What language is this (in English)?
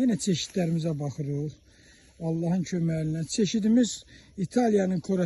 Azerbaijani